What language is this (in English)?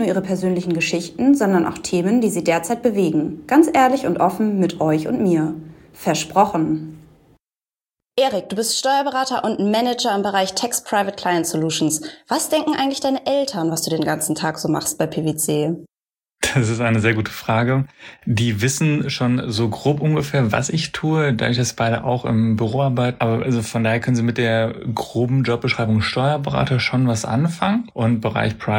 German